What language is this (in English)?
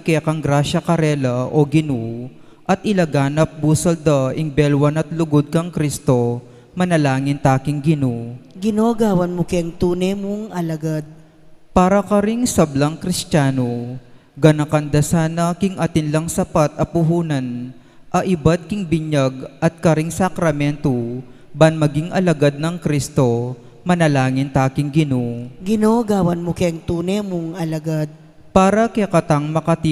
Pampanga